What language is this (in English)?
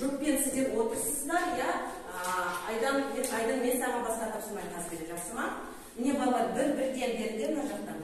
Kazakh